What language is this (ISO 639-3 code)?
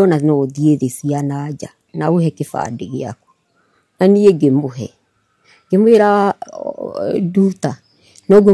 kik